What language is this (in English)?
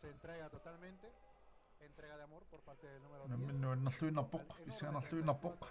Kalaallisut